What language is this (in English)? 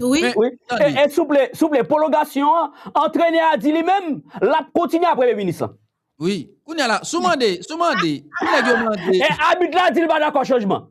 Haitian Creole